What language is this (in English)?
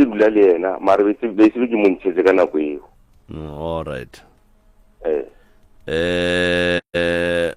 Northern Sotho